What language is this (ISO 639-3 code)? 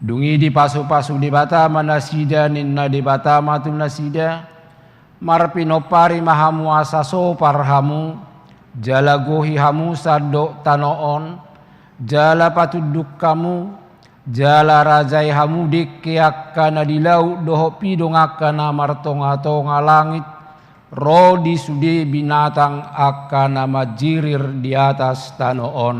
bbc